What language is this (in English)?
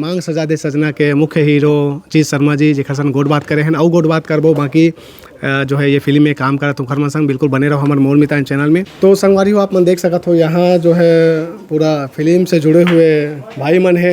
Chhattisgarhi